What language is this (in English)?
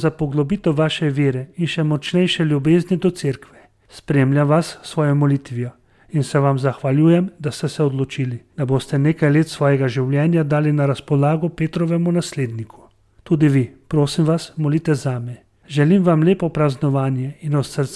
Slovenian